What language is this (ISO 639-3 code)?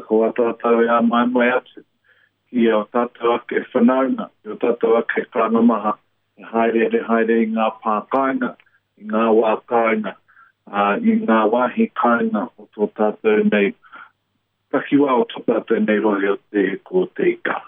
mri